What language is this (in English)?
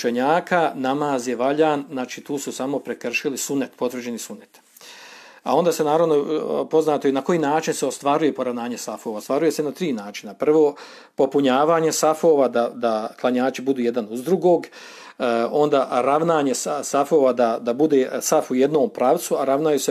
Serbian